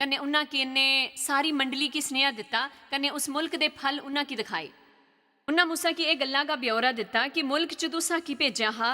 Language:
Dogri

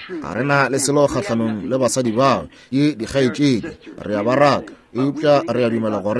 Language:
Northern Sotho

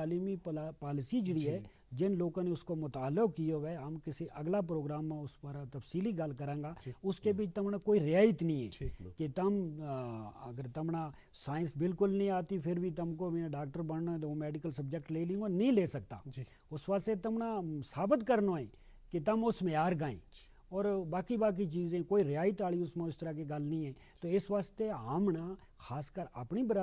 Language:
Gujari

